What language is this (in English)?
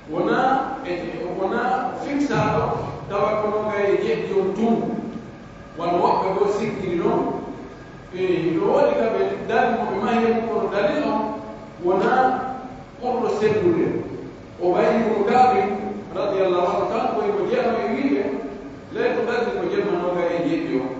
Pular